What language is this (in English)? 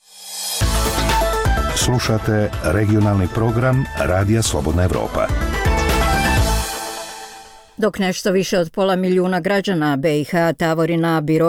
Bosnian